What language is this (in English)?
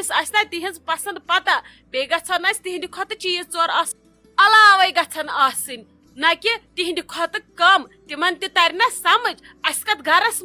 Kashmiri